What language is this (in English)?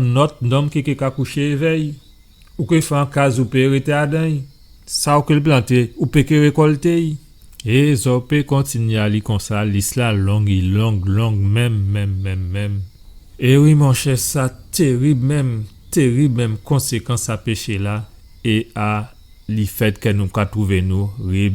Guadeloupean Creole French